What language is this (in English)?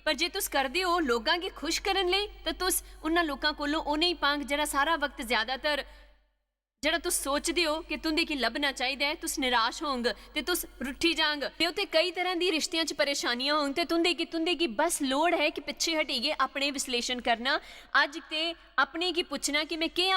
Dogri